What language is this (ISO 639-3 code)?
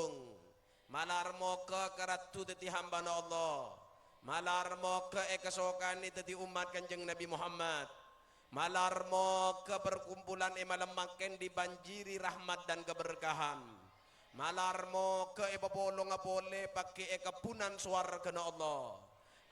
mad